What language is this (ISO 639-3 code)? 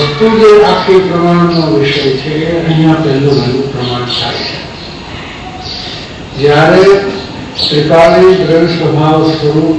guj